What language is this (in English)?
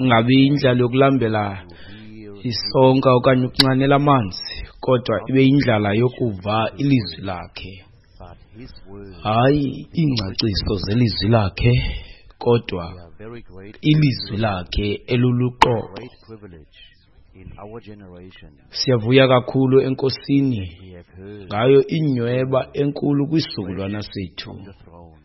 Xhosa